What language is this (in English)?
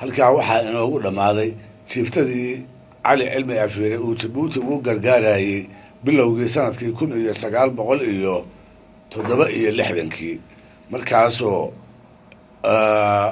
Somali